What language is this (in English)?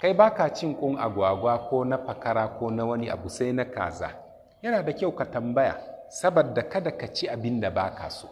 Hausa